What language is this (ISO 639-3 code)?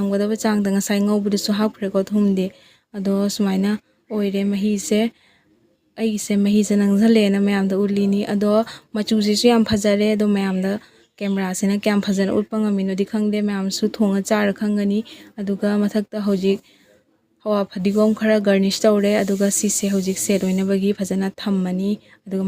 mni